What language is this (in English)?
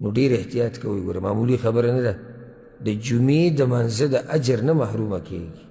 Pashto